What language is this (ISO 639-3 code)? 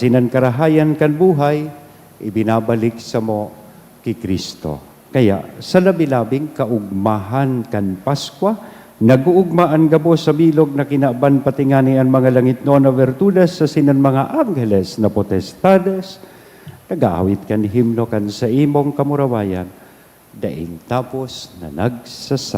bik